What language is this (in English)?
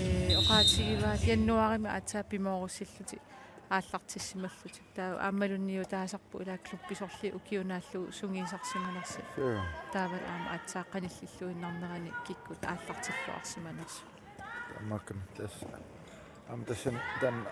Kalaallisut